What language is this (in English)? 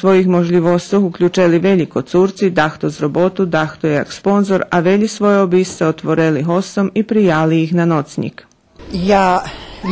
Rusyn